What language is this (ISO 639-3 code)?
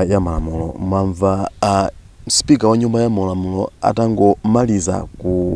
nya